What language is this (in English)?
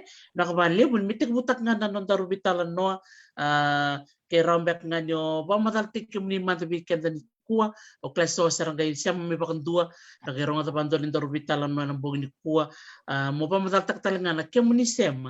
Fijian